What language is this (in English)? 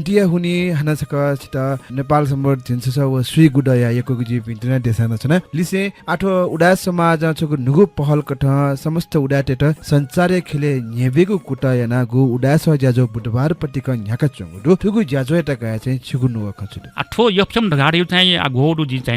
Newari